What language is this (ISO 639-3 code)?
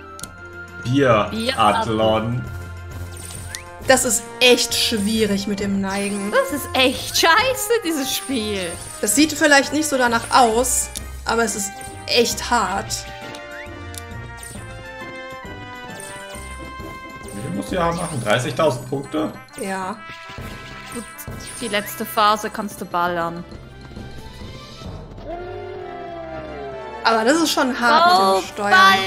deu